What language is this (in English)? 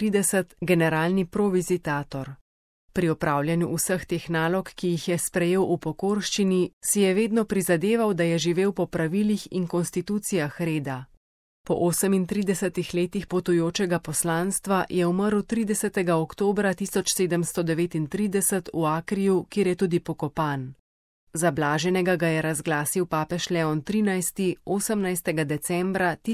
Slovenian